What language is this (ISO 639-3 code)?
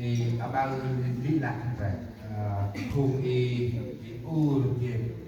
cmo